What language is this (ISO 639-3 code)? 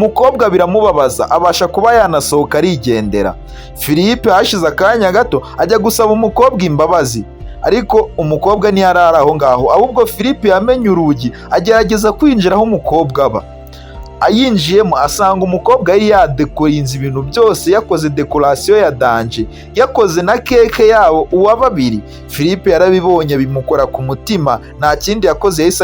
kin